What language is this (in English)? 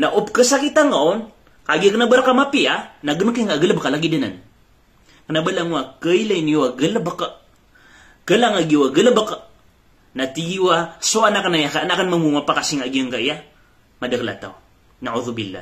Maranao